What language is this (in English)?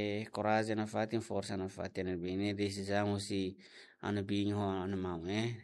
Tetum